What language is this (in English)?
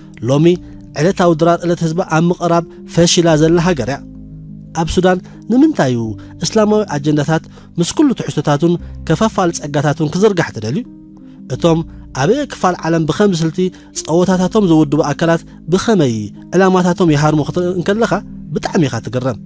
Tigrinya